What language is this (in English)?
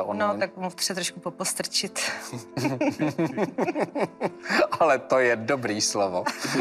Czech